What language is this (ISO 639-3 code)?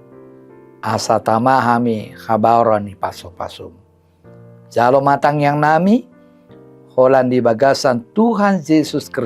bbc